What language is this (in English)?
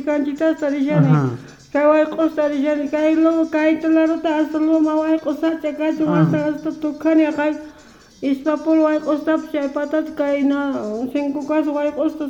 South Bolivian Quechua